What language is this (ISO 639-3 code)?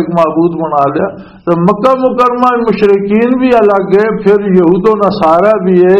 lah